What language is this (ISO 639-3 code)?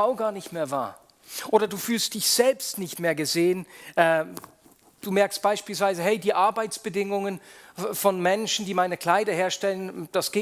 gsw